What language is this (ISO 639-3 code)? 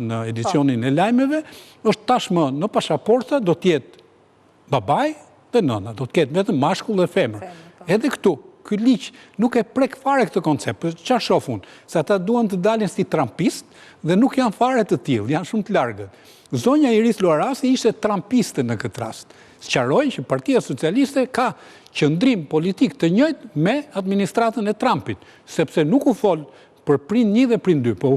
sqi